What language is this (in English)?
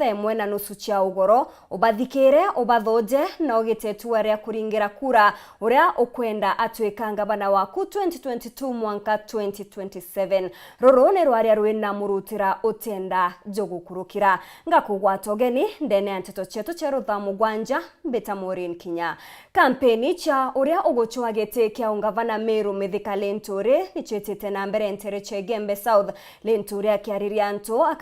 Meru